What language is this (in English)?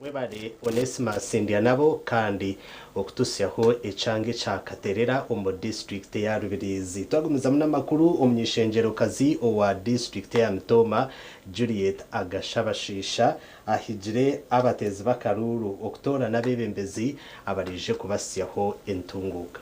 Nyankole